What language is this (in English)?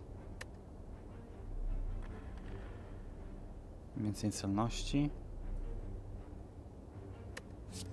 Polish